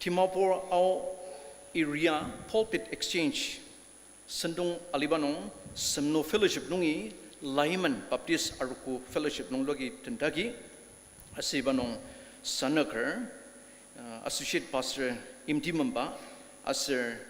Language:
Ao Naga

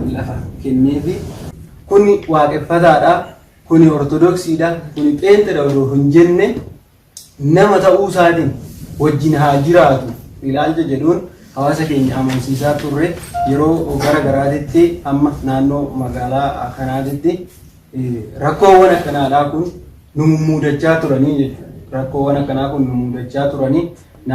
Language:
Oromo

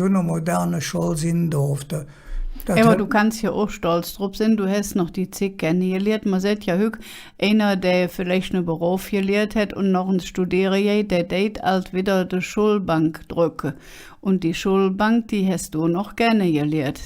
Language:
Colognian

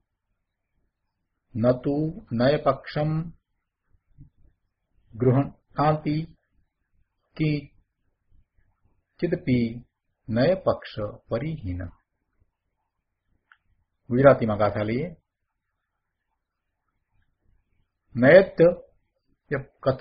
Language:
Gujarati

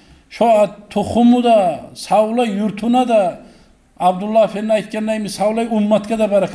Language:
Kumyk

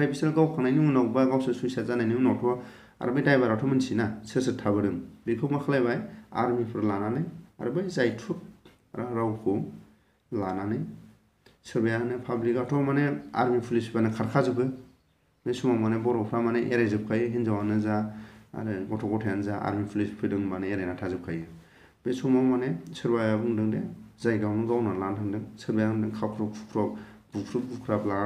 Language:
Bodo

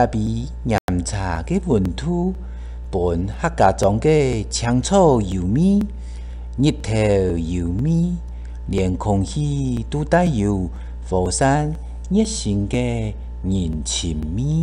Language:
Hakka Chinese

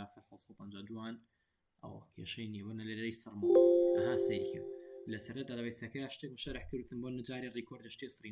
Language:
Central Kurdish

